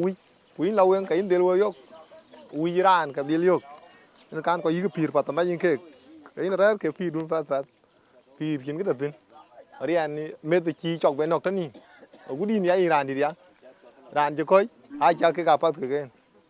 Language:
Dinka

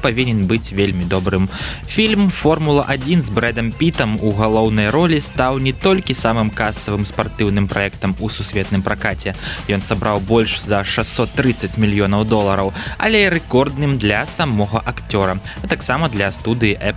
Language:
Belarusian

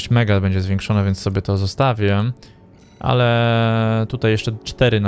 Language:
Polish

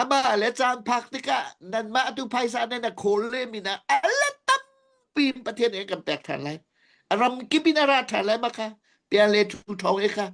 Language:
Hakha Chin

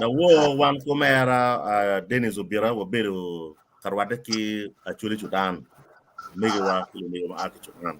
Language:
Acoli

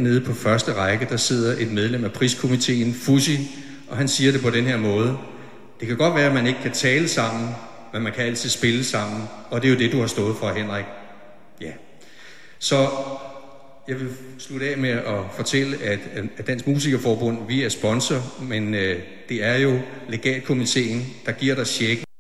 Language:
Danish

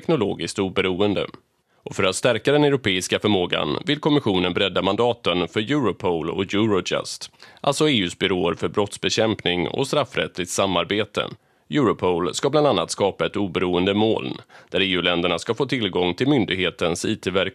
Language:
Swedish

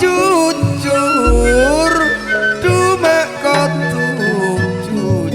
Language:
Madurese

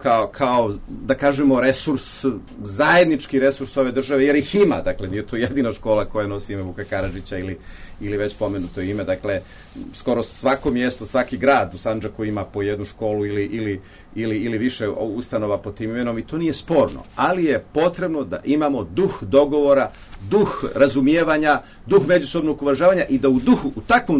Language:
Serbian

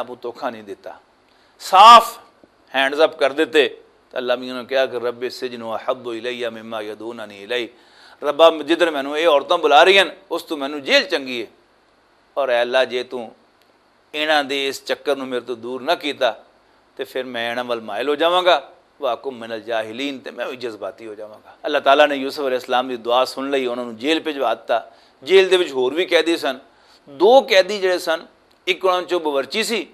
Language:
Western Panjabi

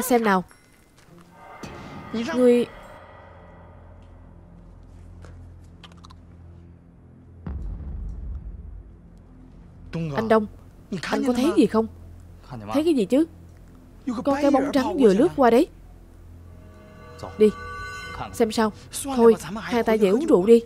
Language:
Vietnamese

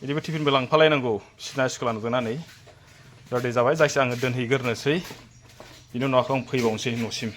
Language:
Bodo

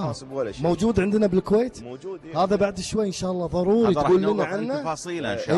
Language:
Gulf Arabic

